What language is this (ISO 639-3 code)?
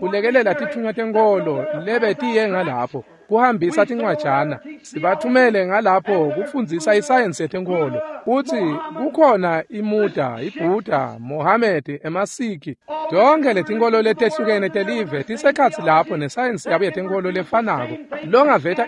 ssw